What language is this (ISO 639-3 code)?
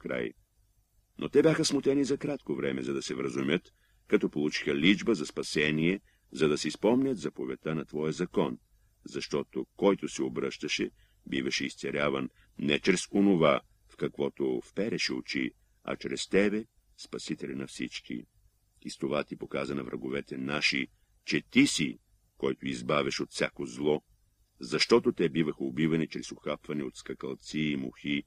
bul